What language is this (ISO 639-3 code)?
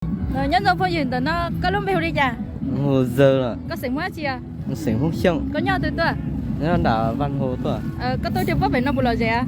hmn